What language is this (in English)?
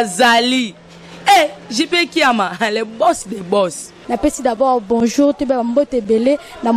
Lingala